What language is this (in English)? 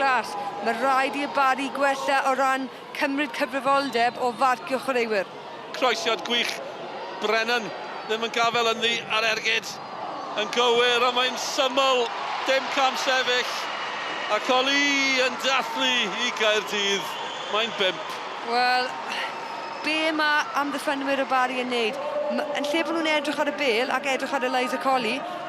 Welsh